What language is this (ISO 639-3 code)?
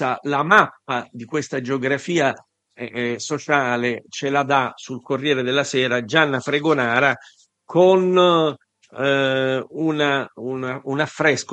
ita